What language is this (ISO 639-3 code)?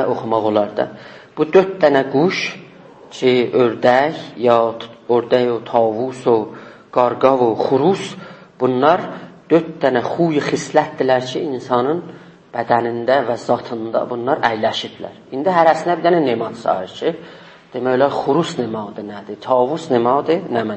azb